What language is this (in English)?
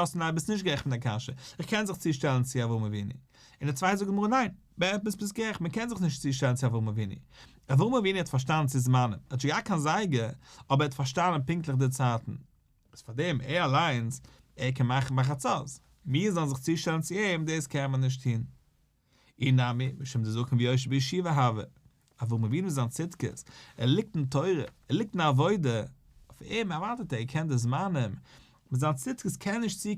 Yiddish